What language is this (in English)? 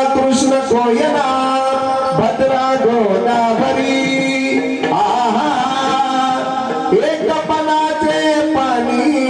Marathi